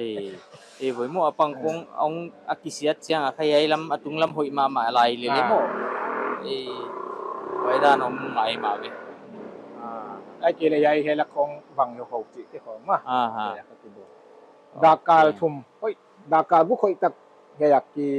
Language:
Paite Chin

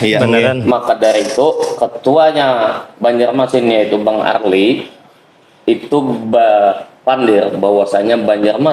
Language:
Banjar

